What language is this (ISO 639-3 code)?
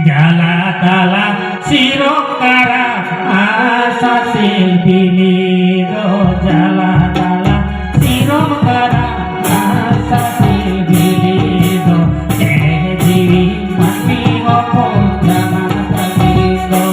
sat